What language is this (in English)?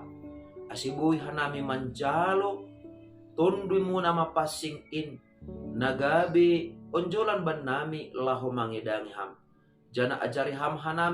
Batak Simalungun